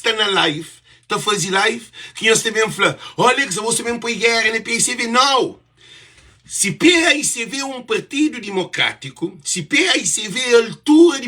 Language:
Kabuverdianu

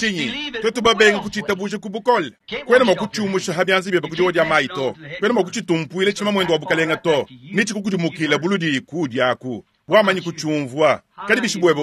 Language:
Luba-Lulua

